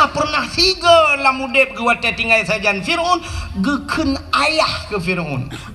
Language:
Achinese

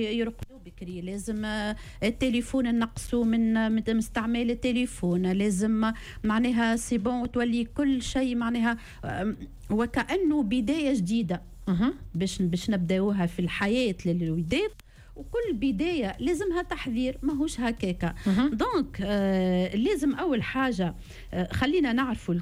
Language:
Tunisian Arabic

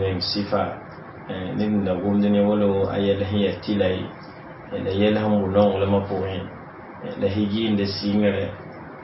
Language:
Mossi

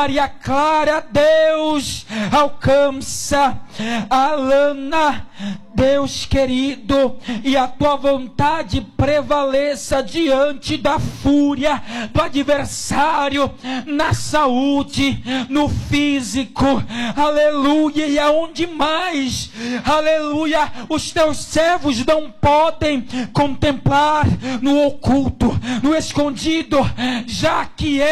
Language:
Portuguese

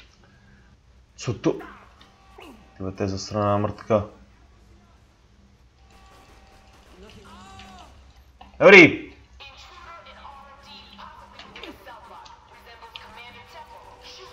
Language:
Czech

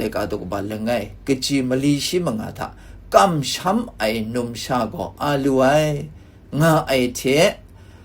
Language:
Kachin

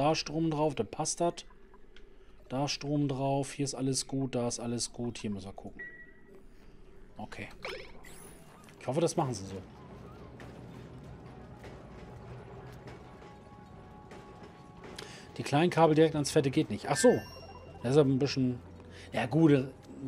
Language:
German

